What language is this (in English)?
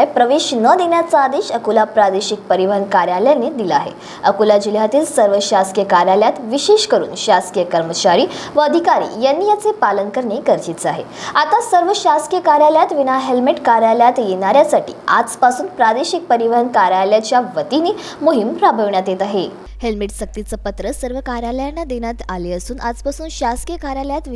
Marathi